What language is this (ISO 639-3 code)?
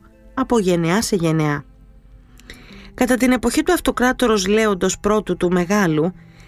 ell